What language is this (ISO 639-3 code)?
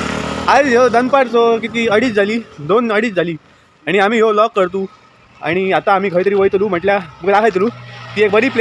kok